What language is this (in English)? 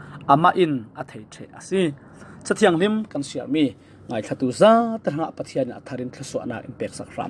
Falam Chin